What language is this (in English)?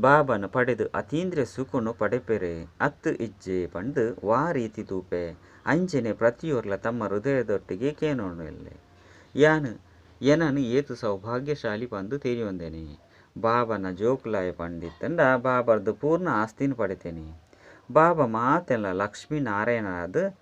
Tulu